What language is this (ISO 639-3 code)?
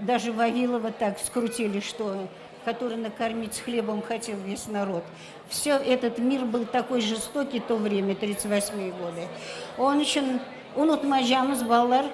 crh